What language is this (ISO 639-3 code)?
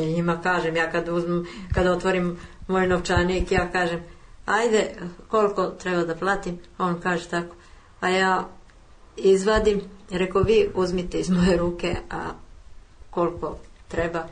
srp